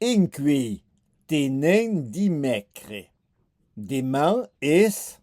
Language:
Occitan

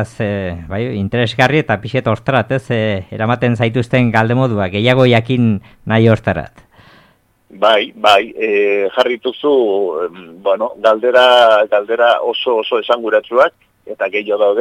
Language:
Basque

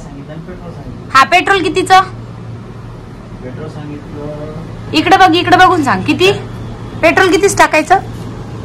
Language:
Marathi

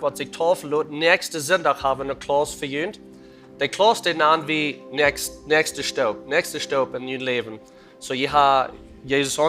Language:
Plautdietsch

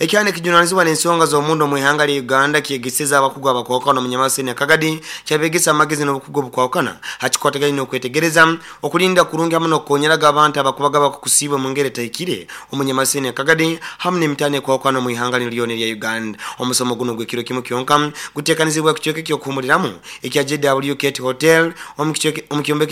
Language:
Nyankole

